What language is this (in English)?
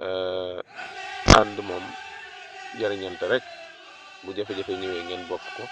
Wolof